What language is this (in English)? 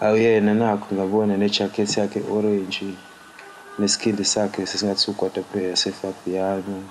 Zulu